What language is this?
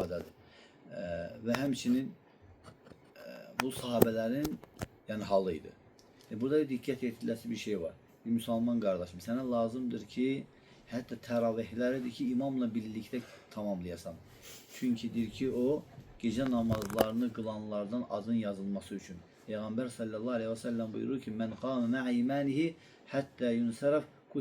Azerbaijani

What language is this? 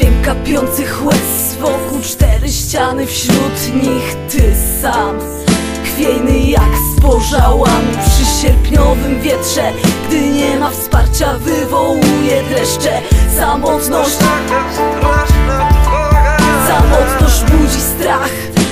Polish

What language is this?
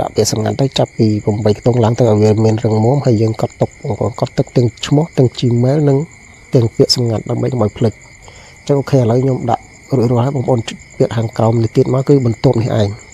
Khmer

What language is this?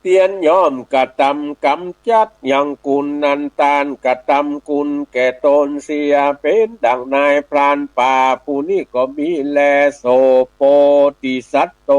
Northern Thai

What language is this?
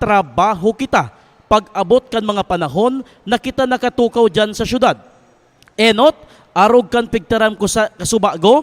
Bikol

